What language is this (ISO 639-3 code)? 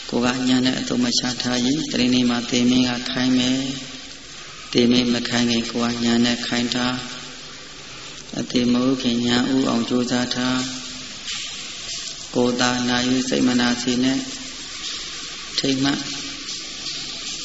mya